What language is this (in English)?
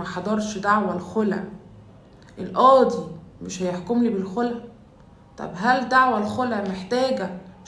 Egyptian Arabic